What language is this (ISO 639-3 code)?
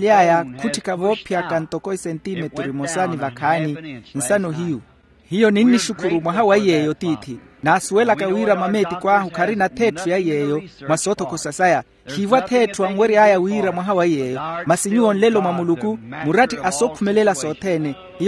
vmw